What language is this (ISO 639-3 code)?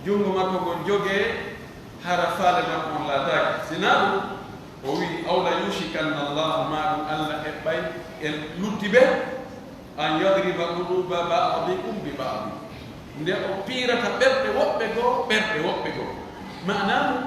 fuf